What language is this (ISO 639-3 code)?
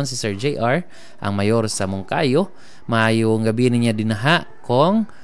ceb